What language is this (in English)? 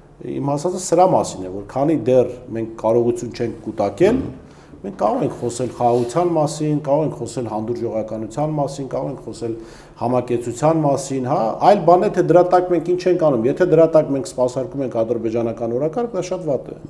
Armenian